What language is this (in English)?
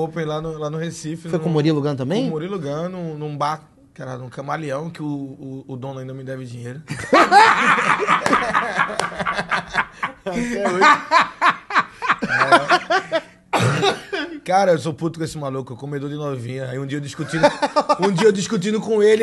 Portuguese